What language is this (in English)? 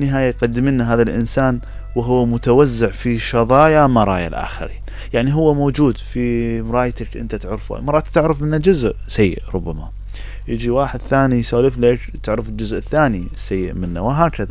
Mesopotamian Arabic